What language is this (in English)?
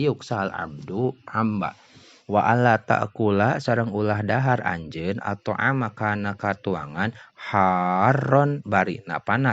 Sundanese